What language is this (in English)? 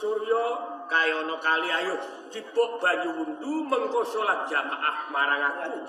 Javanese